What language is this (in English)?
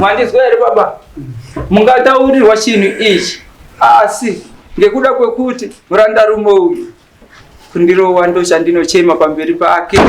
Shona